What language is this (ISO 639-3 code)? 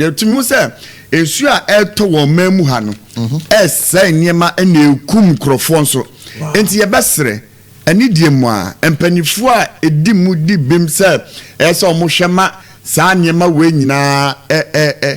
aka